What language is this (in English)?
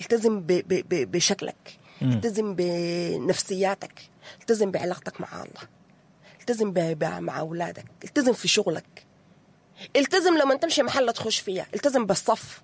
Sudanese Arabic